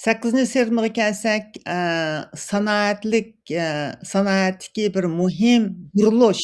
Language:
Uyghur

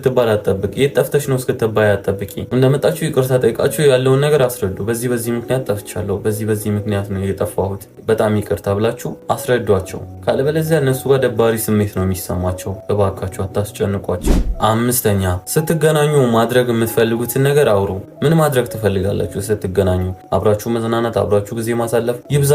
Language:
Amharic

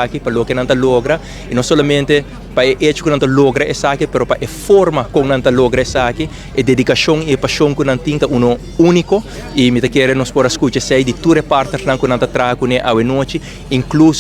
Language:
Papiamento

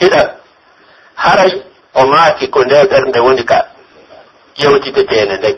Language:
Pular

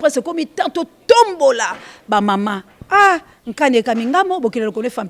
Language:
Lingala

